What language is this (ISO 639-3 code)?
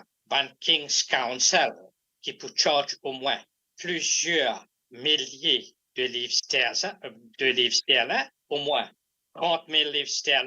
mfe